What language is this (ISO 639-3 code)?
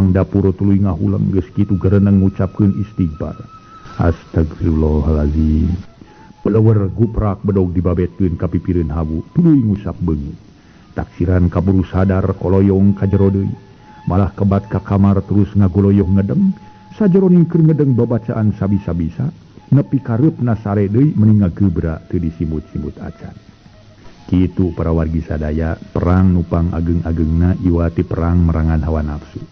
sun